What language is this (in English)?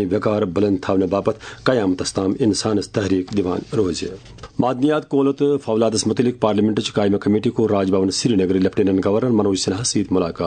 Kashmiri